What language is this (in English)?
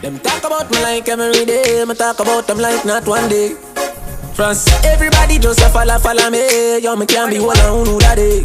Jamaican Creole English